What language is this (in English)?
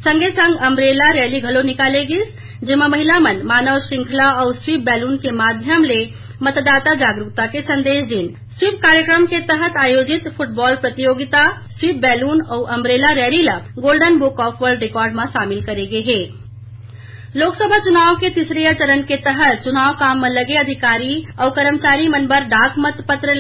Chhattisgarhi